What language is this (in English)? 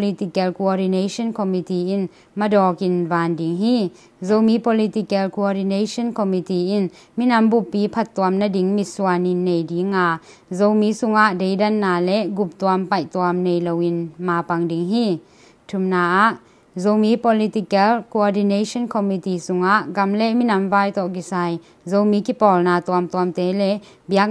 Tedim Chin